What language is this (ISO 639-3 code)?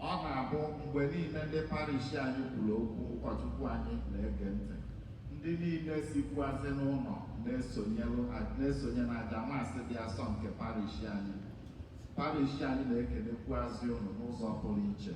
ibo